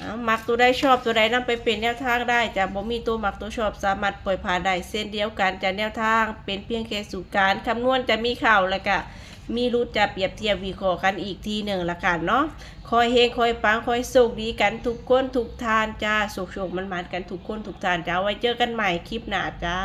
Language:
Northeastern Thai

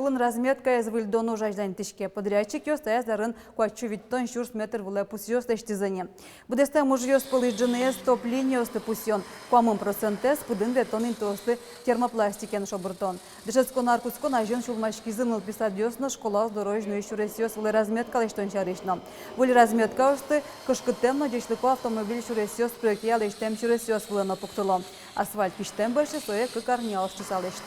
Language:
Udmurt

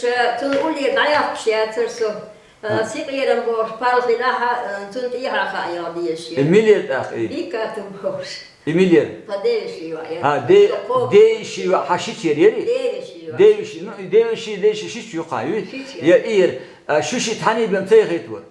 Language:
Chechen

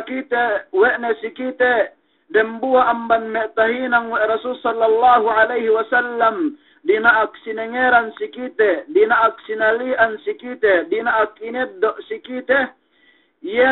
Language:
Yakan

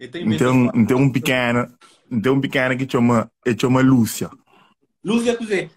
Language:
Kabuverdianu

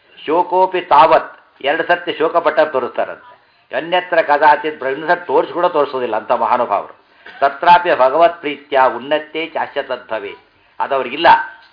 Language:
Kannada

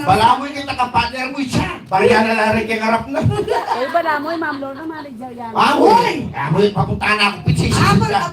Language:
Pampanga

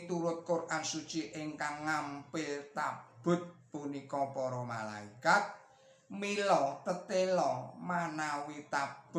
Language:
Javanese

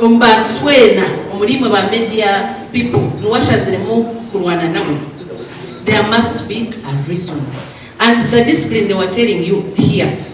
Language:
Nyankole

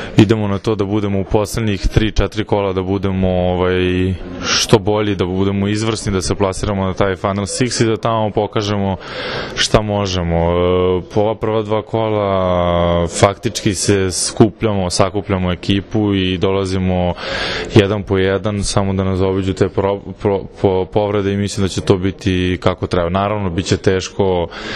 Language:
Serbian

